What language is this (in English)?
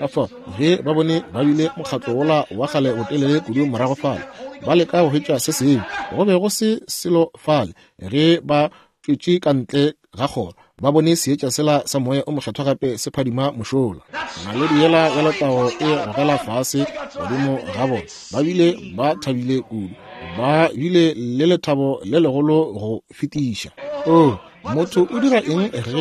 Northern Sotho